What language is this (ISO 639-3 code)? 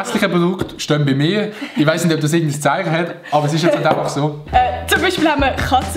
gsw